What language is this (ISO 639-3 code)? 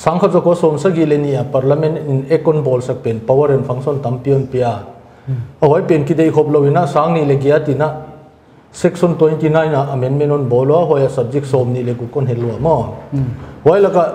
pck